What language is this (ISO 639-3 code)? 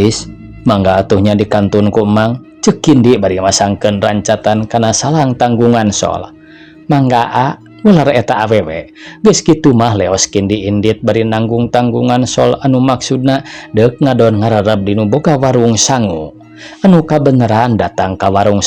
sun